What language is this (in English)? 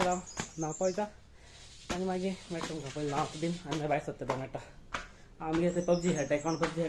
Konkani